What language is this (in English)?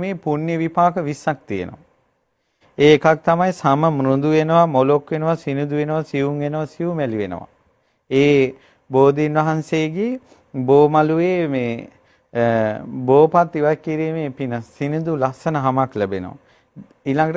Sinhala